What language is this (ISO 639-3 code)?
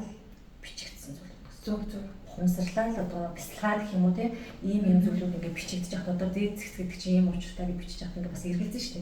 mon